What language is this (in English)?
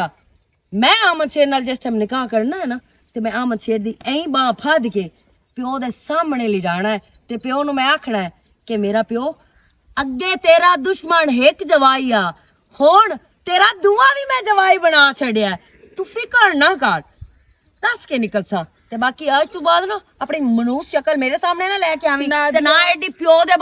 Western Panjabi